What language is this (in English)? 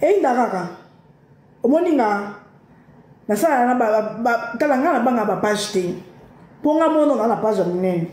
Lingala